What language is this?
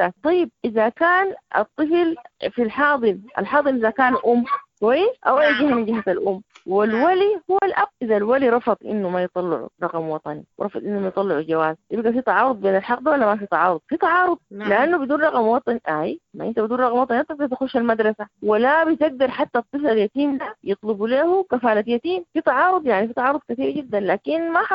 Sudanese Arabic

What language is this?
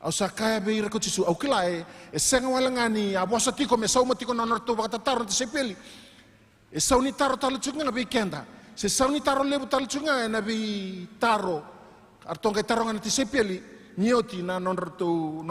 Fijian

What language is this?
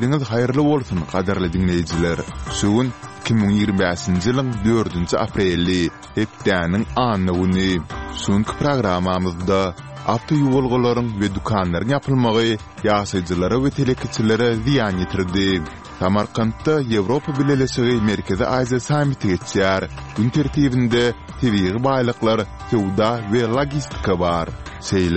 Kyrgyz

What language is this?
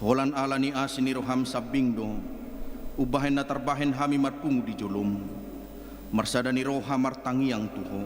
Batak Toba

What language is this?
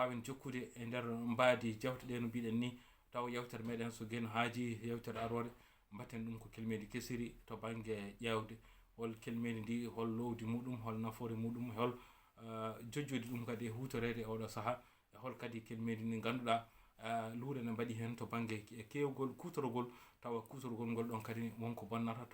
Fula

